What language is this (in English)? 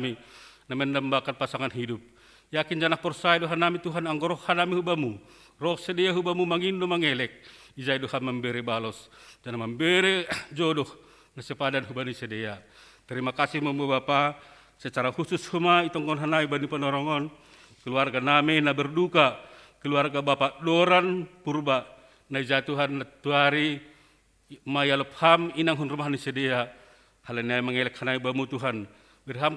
Batak Simalungun